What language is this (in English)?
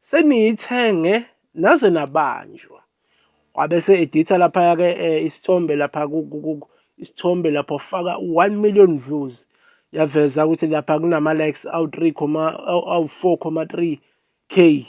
Zulu